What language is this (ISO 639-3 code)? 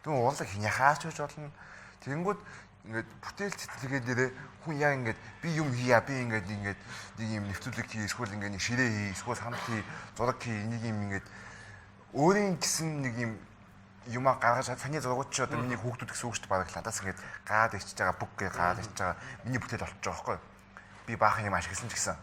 mon